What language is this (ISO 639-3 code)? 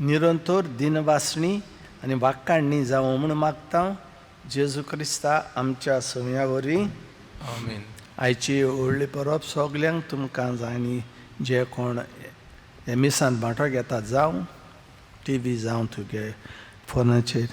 kok